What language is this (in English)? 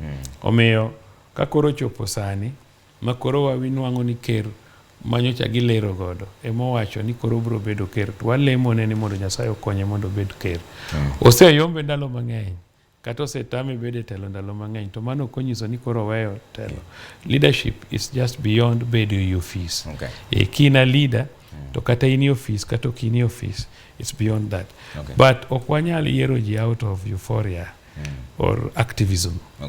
Luo (Kenya and Tanzania)